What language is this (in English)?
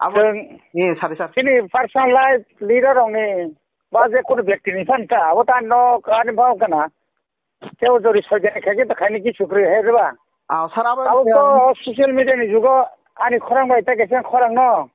Kok Borok